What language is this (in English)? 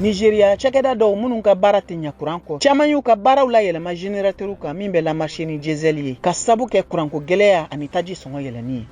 Bambara